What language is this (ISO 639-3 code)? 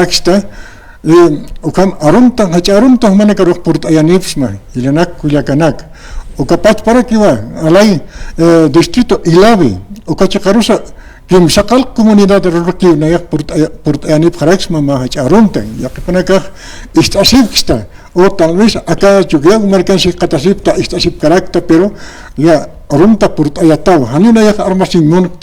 aym